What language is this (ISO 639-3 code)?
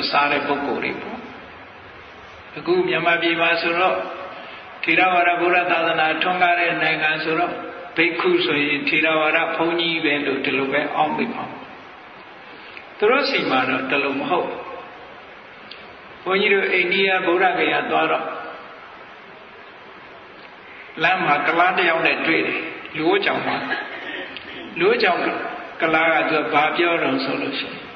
mya